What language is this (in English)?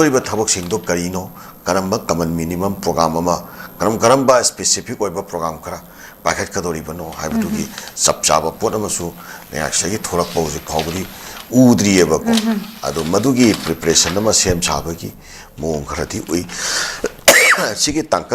Manipuri